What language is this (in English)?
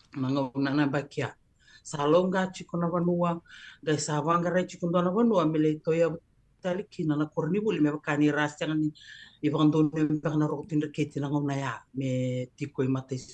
Fijian